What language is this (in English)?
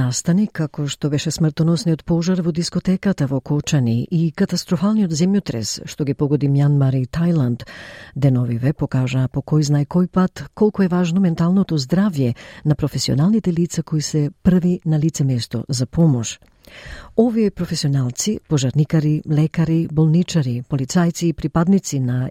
Macedonian